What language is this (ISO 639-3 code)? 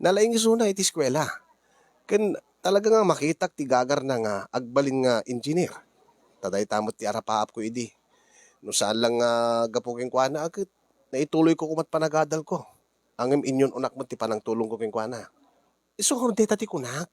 ilo